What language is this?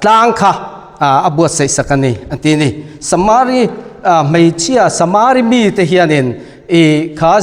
Mizo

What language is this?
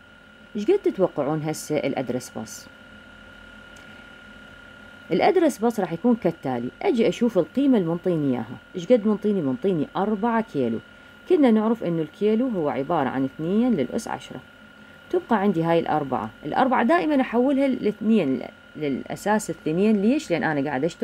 Mesopotamian Arabic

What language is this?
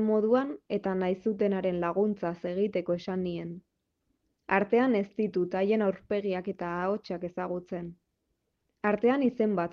Basque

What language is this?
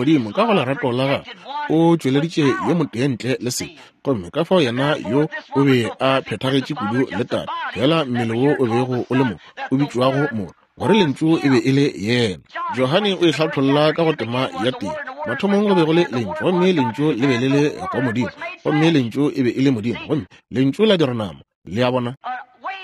Northern Sotho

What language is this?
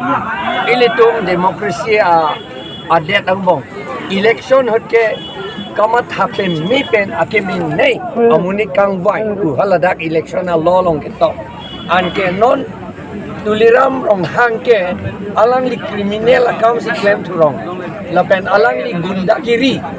Karbi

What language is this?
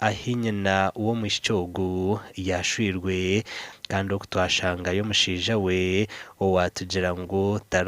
Nyankole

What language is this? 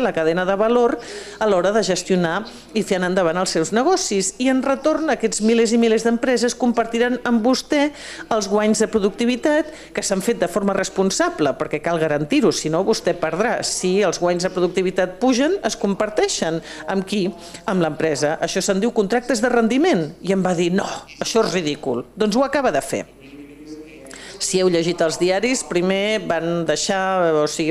Catalan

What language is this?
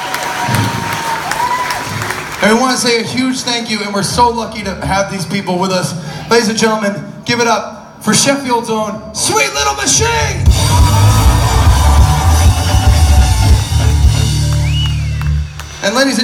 English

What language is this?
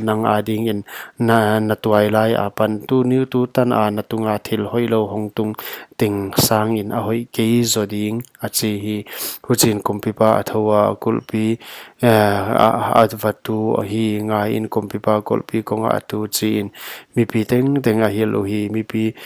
Paite Chin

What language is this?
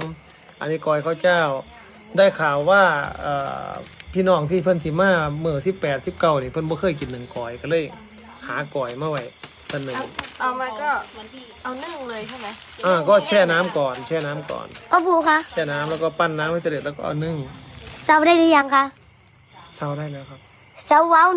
Northeastern Thai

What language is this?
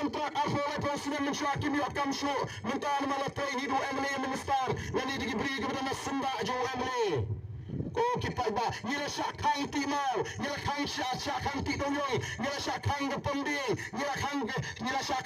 Khasi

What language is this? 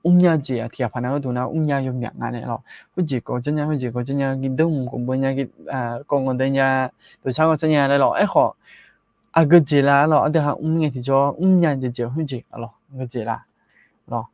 Akha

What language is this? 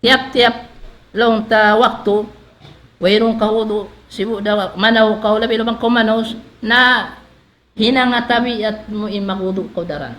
Tausug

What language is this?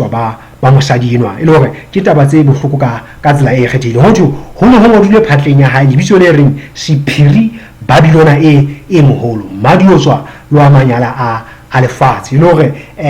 Southern Sotho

